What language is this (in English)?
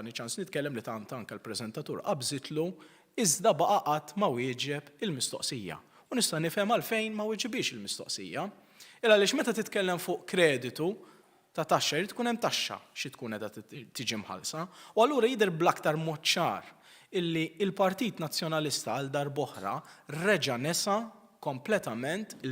Maltese